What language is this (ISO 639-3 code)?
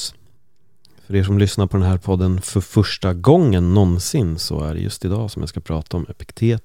swe